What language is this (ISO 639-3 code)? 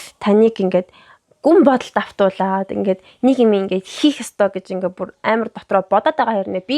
mon